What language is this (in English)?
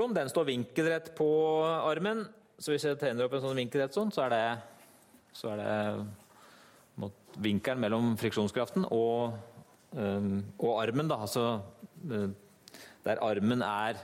Norwegian